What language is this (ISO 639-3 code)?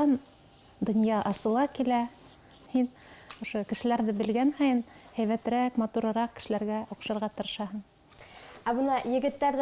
bak